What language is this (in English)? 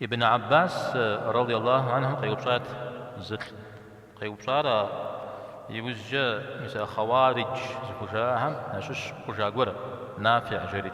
Kabardian